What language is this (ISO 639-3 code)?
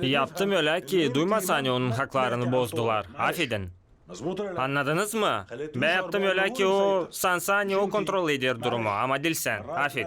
gag